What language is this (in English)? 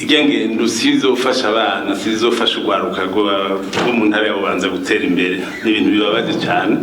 Rundi